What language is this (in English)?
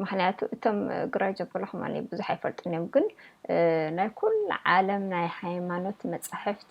Tigrinya